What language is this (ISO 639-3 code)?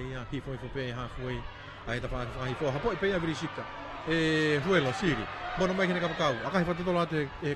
ton